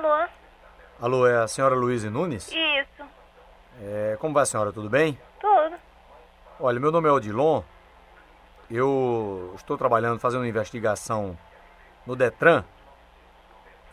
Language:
Portuguese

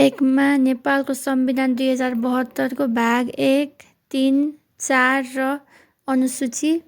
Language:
Nepali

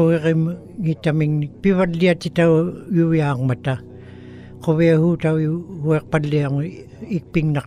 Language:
Western Canadian Inuktitut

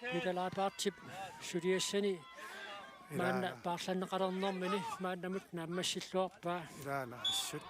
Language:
Kalaallisut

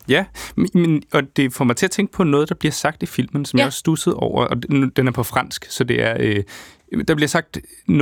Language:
Danish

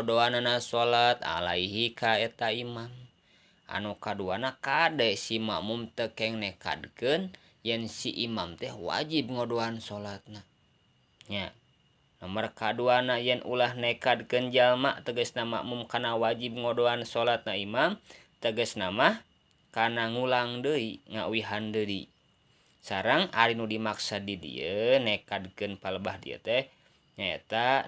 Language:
Sundanese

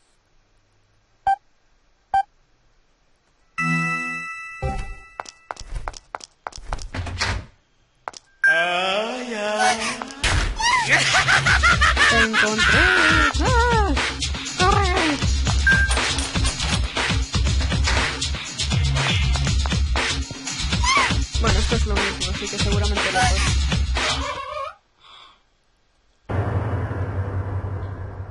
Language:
Spanish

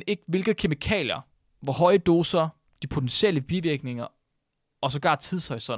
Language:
Danish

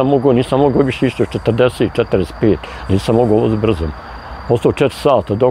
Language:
Bosnian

